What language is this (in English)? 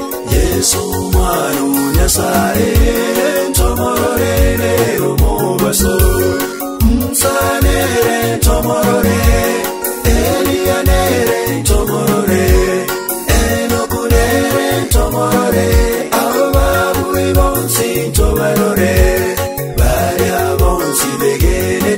Gusii